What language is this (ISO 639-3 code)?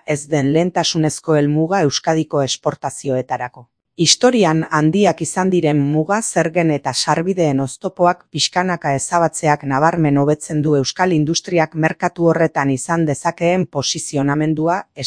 eus